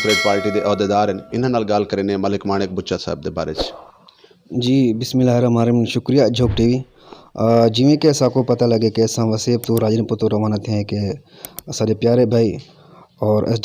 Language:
Saraiki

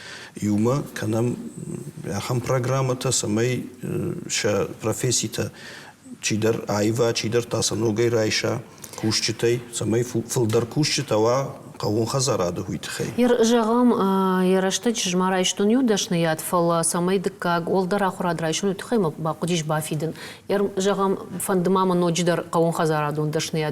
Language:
Ossetic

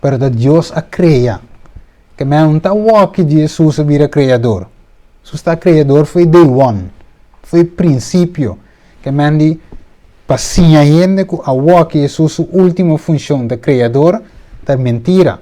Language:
Papiamento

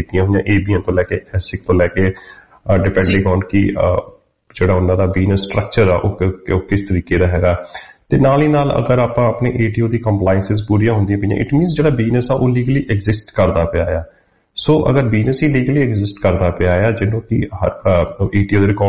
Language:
Punjabi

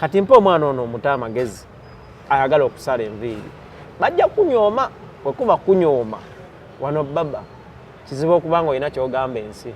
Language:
Ganda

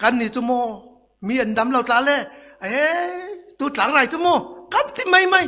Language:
Falam Chin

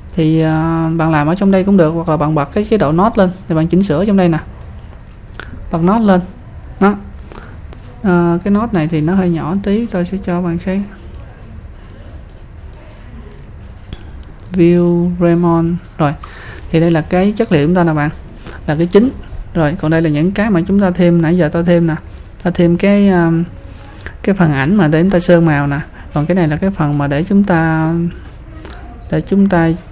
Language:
Vietnamese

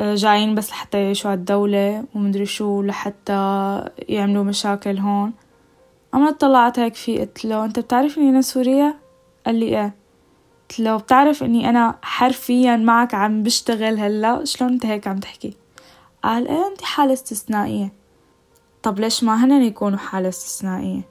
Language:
North Levantine Arabic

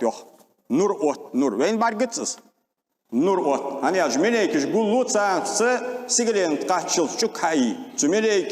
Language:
Ingush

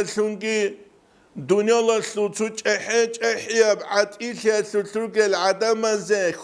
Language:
Avaric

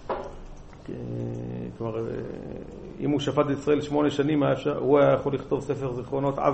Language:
Hebrew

